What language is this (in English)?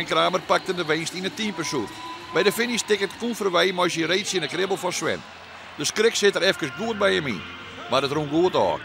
Western Frisian